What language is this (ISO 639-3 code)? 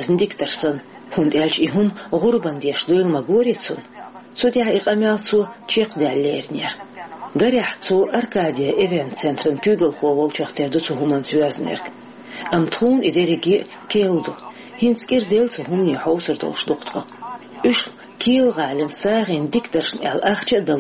che